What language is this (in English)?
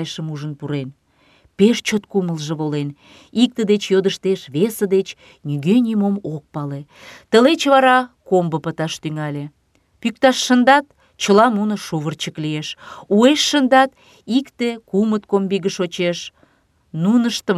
Mari